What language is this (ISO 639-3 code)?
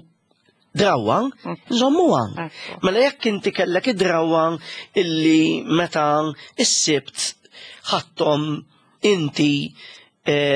mlt